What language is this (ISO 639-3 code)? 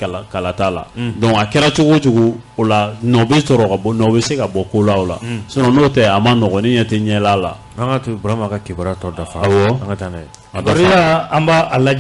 bam